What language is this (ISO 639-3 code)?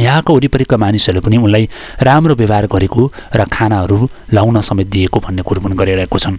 nep